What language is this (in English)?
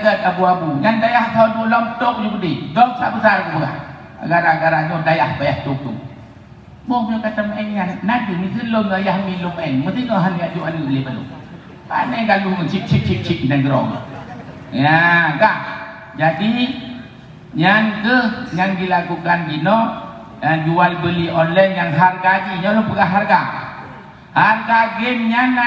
Achinese